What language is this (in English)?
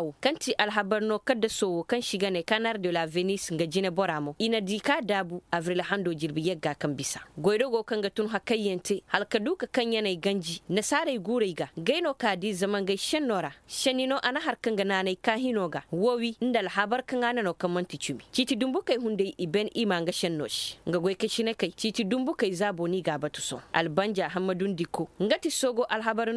Koyraboro Senni